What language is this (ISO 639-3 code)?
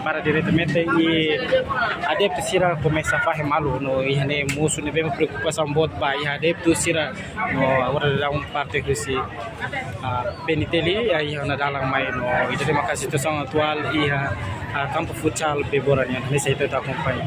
tet